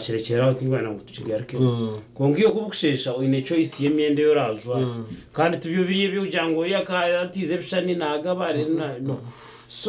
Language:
Nyankole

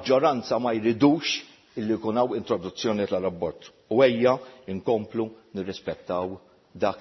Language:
Maltese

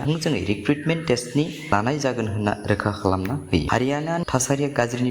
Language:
Bodo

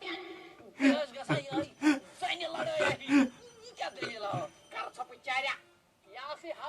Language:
Kashmiri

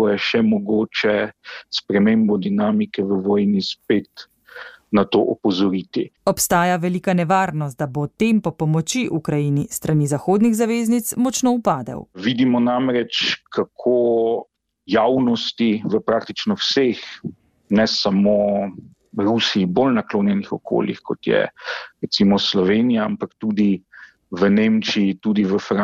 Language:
Slovenian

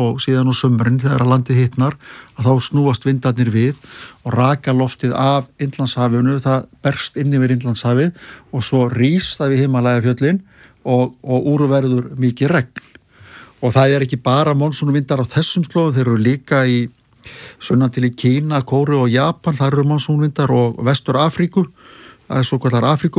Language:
Icelandic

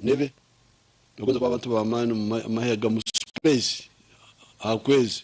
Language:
Nyankole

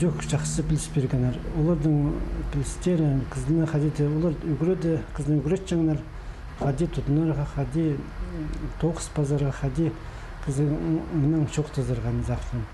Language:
Khakas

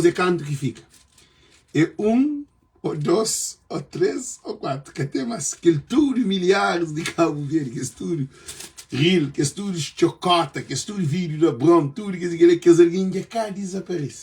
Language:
Kabuverdianu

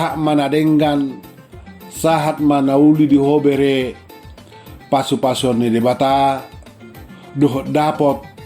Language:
Batak Toba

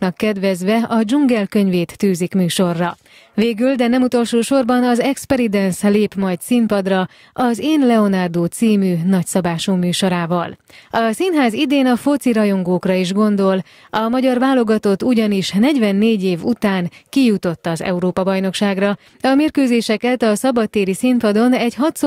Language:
Hungarian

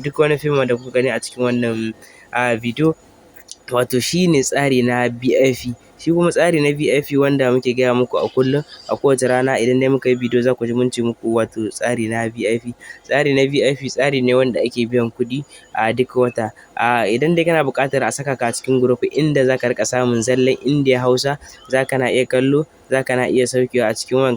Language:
Hausa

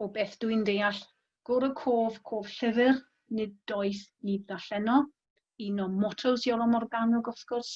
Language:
Welsh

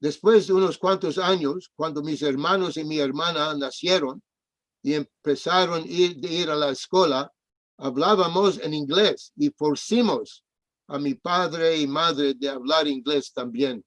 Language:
Ladino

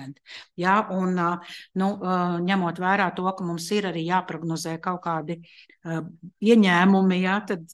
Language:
Latvian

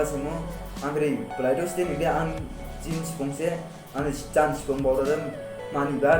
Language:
Dimasa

